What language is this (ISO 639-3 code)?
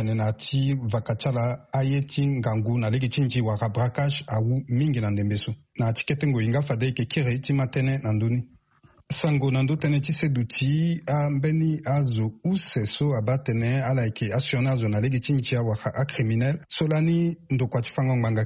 sag